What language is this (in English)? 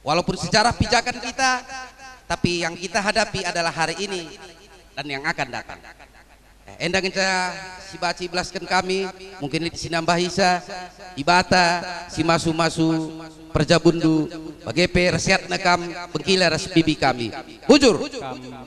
Batak Karo